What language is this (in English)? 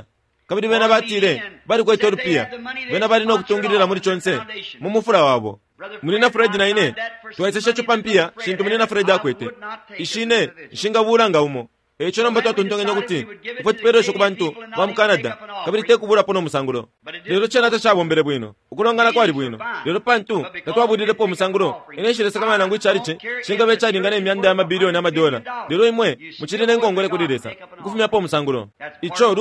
Bemba